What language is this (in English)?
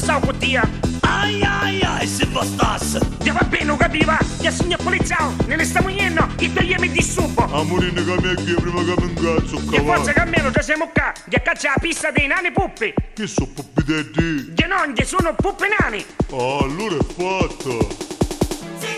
Neapolitan